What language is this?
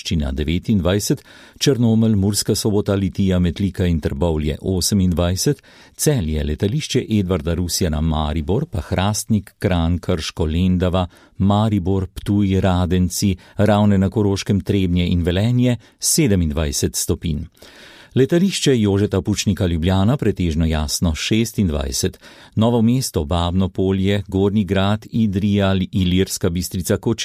Slovenian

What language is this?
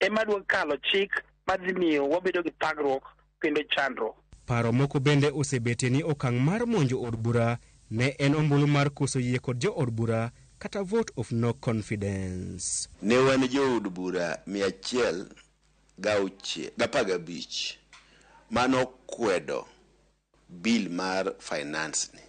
Luo (Kenya and Tanzania)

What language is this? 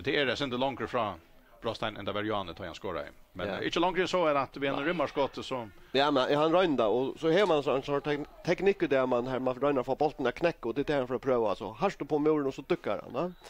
Faroese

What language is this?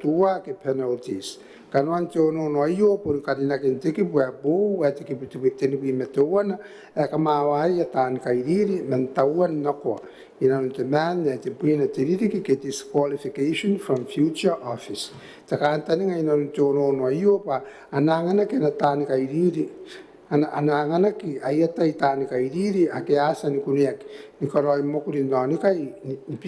Gilbertese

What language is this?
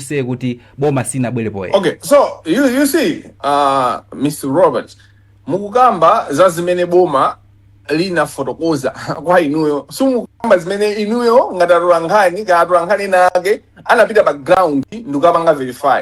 Nyanja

